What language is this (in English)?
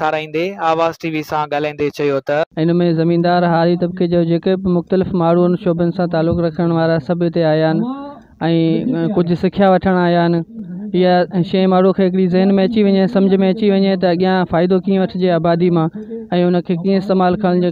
Sindhi